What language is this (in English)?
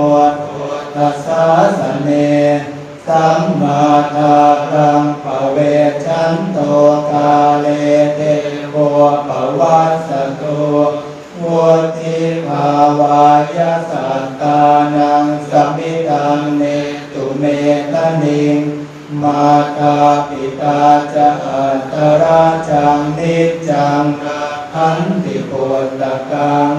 Pali